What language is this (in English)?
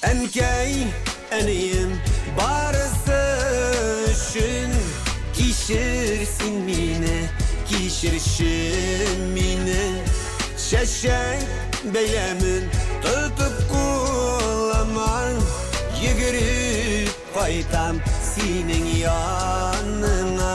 Bashkir